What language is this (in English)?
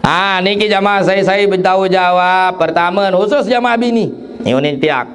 Sasak